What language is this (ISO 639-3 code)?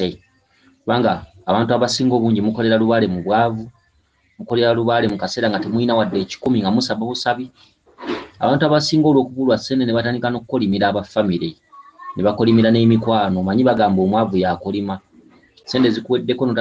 lug